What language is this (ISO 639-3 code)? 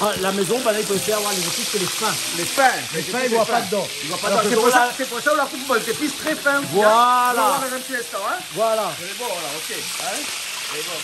rcf